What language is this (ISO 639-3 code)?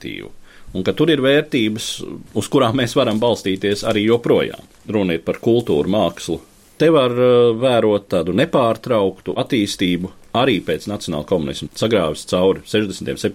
lav